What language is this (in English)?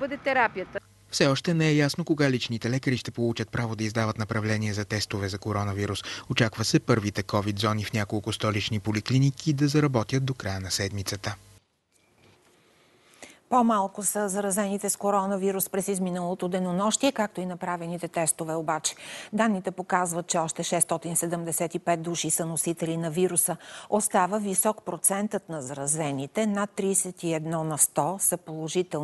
Bulgarian